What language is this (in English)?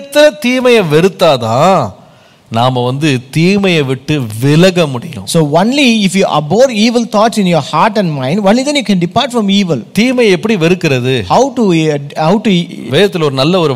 Tamil